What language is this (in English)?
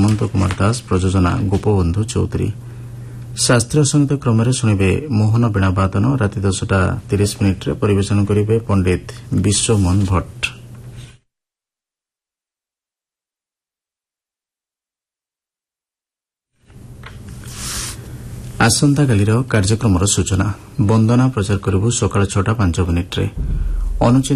Odia